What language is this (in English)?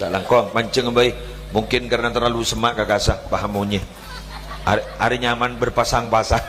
Madurese